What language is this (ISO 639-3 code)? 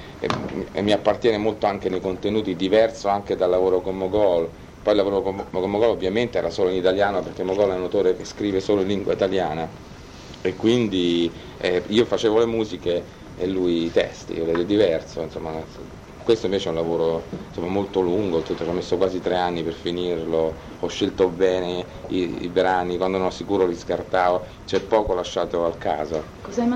ita